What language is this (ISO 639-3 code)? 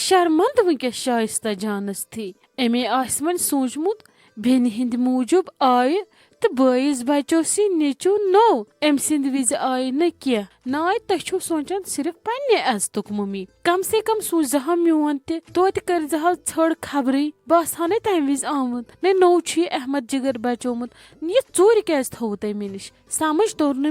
kas